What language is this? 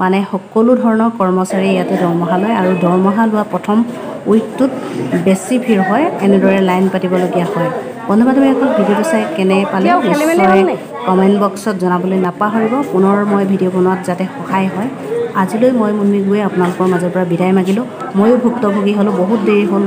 Assamese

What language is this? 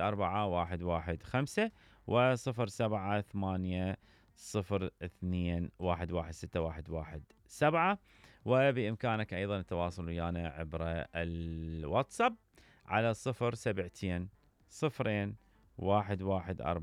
Mesopotamian Arabic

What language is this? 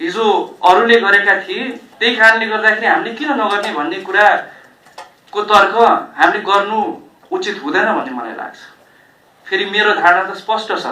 Nepali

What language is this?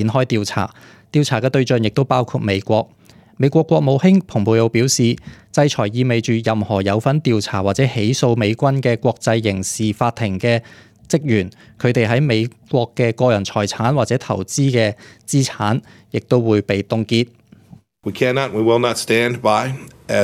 Cantonese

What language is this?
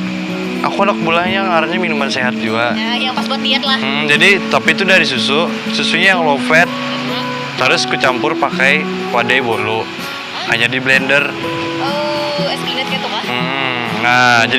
Banjar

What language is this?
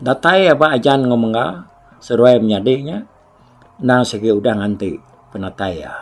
Iban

